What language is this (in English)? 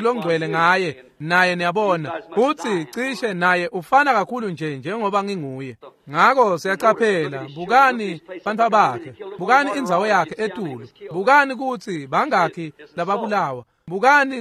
Swati